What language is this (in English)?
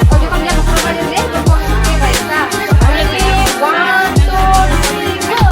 Kok Borok